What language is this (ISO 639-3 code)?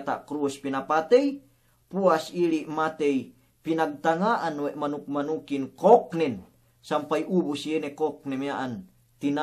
yka